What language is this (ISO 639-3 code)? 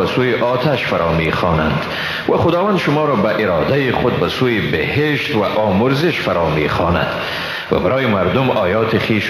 fas